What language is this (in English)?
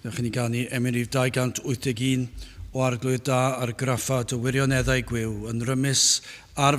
Welsh